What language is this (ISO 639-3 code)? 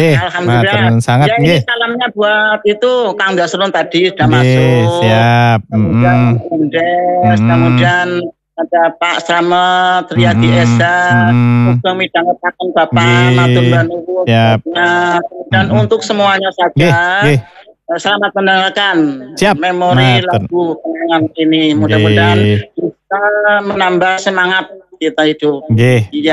ind